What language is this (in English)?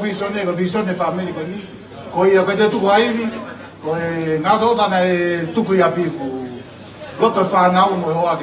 Tongan